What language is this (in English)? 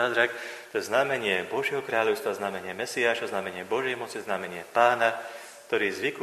Slovak